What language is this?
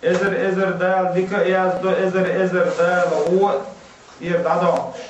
Chechen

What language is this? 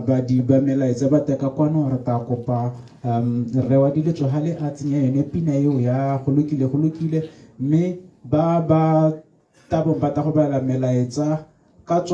Tswana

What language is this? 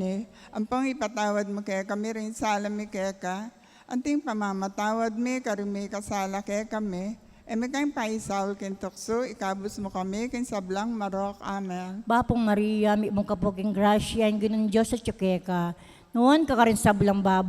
Pampanga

